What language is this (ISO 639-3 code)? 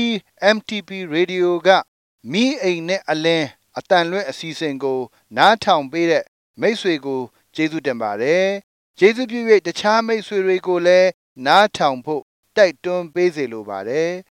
mya